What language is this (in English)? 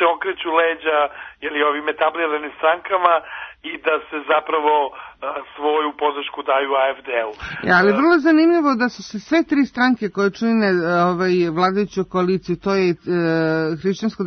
Serbian